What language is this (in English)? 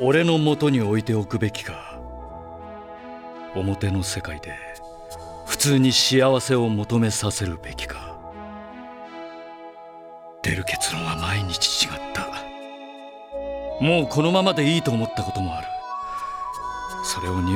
Japanese